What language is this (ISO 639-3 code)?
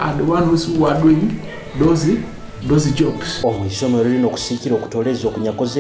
nyo